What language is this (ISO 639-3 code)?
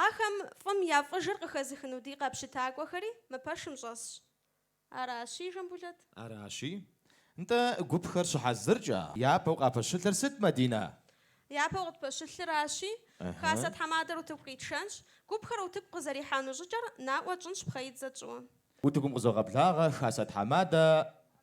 kbd